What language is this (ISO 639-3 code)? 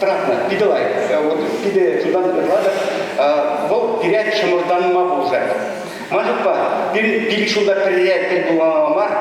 chv